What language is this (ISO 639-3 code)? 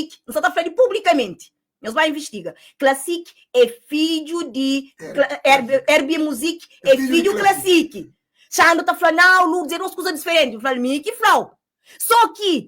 kea